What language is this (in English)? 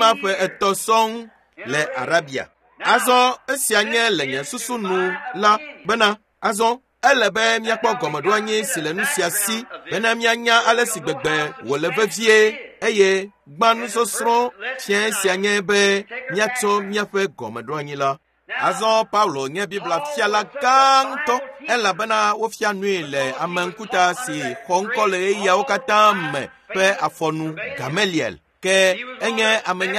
Ewe